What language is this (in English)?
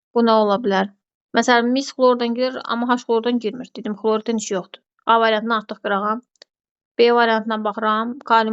Azerbaijani